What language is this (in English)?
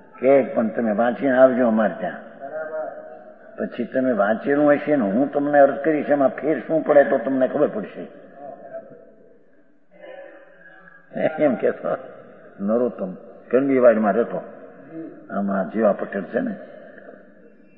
Gujarati